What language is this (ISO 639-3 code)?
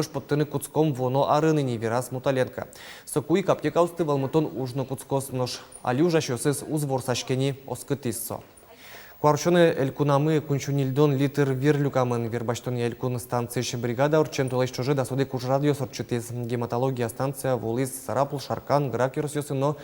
udm